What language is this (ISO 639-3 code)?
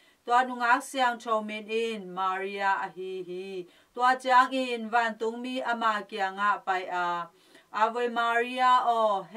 ctd